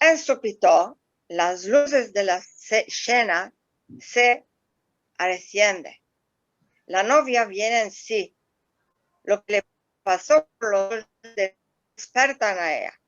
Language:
Ladino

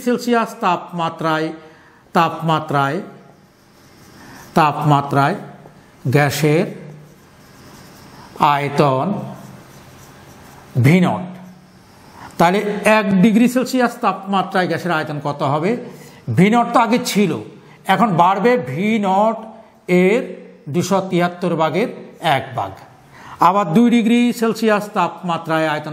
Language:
Bangla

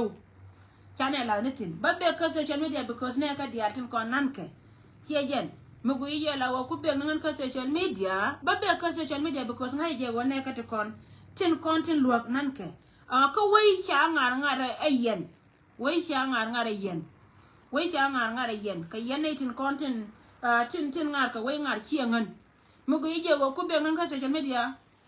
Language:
Nuer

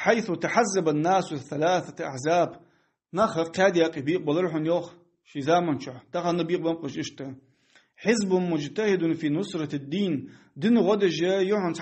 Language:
Ingush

